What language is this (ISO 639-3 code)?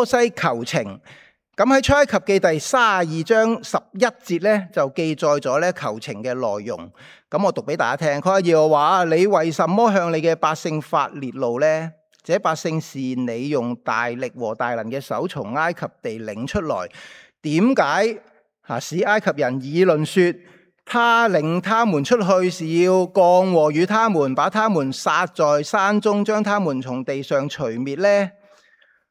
yue